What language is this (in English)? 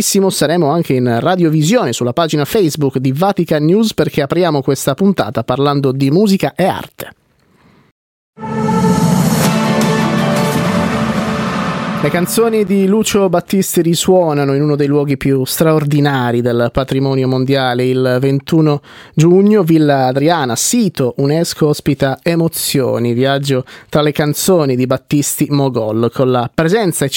Italian